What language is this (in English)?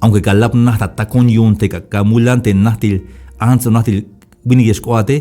Tzeltal